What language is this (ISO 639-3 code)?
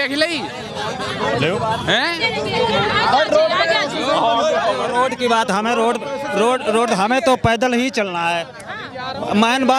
hin